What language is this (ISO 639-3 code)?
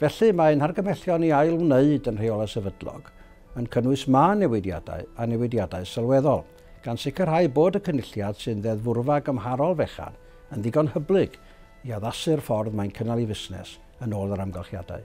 cym